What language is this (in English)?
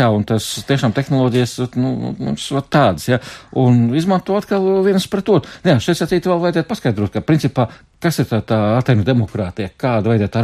Latvian